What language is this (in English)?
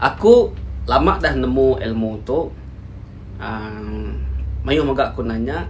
Iban